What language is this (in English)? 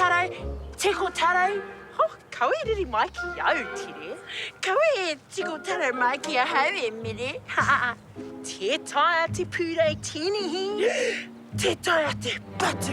Māori